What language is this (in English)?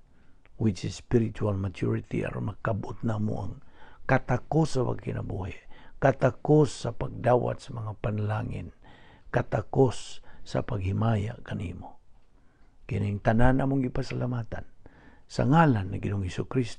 Cebuano